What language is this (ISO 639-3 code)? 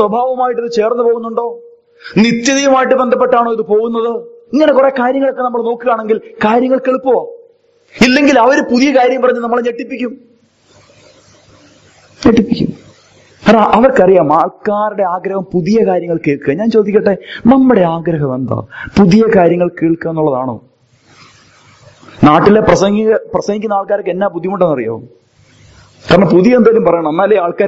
mal